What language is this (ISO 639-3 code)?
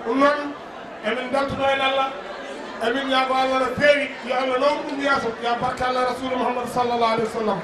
ful